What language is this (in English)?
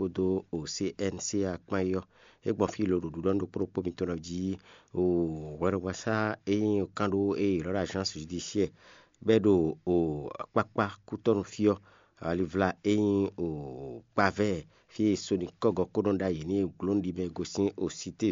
Fon